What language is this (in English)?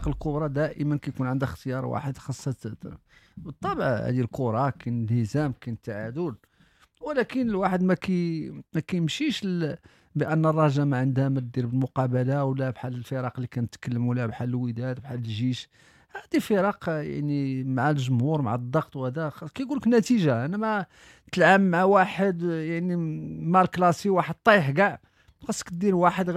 Moroccan Arabic